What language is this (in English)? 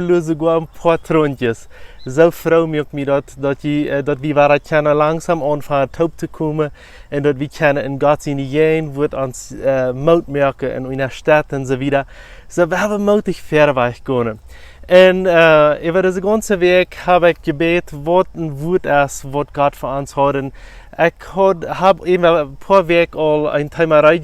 Plautdietsch